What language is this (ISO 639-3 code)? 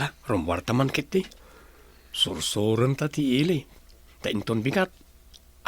ilo